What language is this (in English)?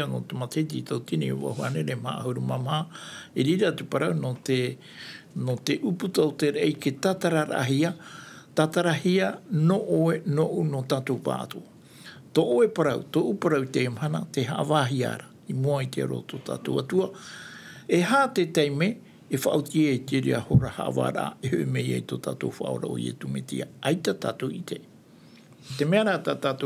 Tahitian